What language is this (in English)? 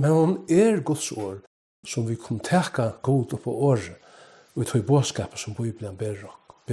Faroese